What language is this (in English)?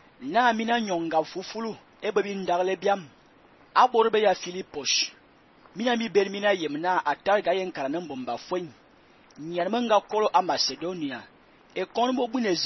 Fang